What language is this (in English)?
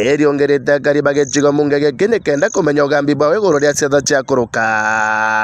Meru